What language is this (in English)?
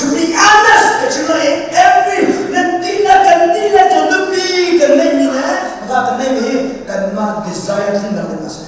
Hakha Chin